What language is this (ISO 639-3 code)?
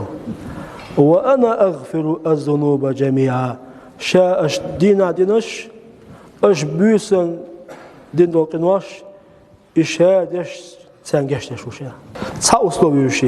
che